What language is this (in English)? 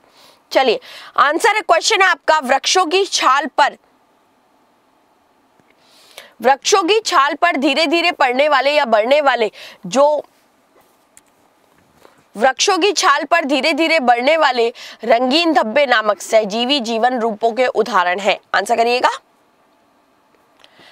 Hindi